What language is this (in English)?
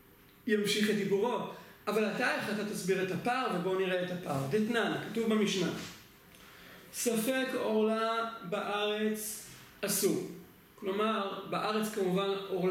Hebrew